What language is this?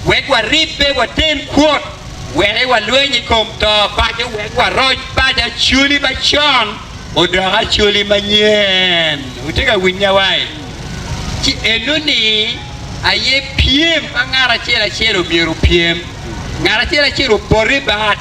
Acoli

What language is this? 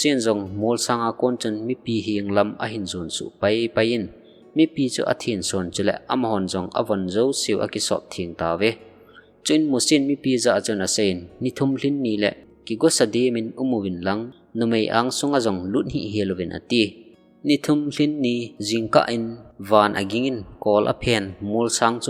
Thado Chin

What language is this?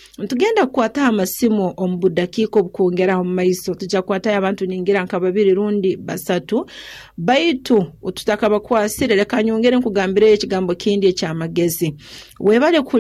Nyoro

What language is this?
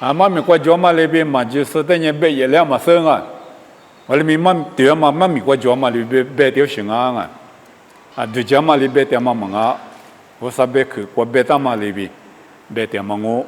Lisu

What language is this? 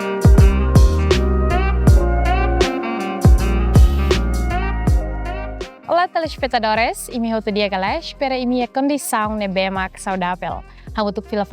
Tetum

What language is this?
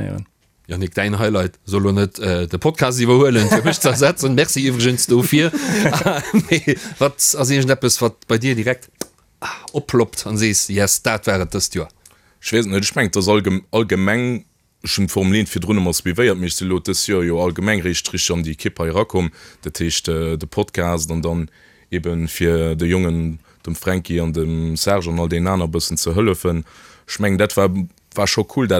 Luxembourgish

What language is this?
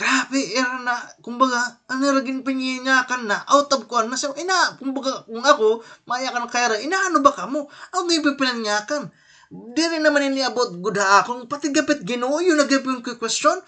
Waray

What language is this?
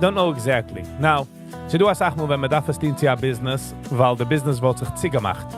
Yiddish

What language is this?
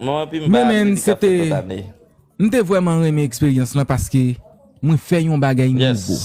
Haitian Creole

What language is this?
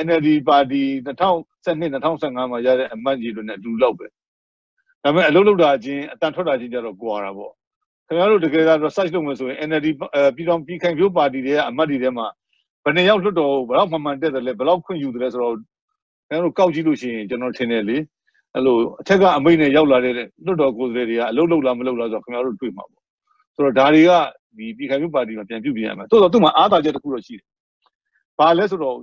Burmese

